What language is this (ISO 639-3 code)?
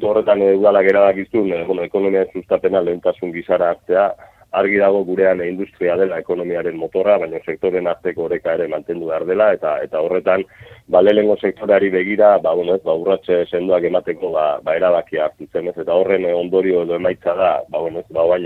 eus